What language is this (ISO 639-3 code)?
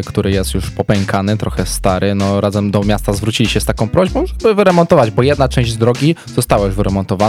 pol